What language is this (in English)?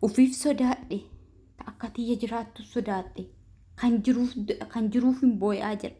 Oromo